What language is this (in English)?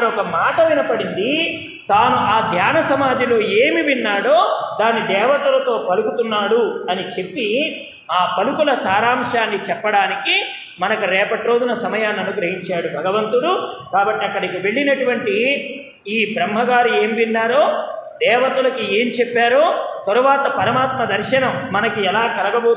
Telugu